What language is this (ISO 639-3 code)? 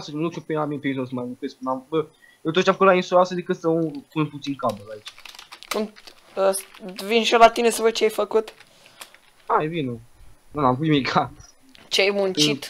ron